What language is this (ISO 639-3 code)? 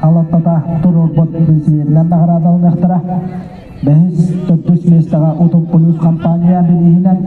sah